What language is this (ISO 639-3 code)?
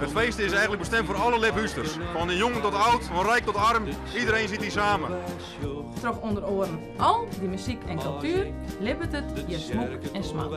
fry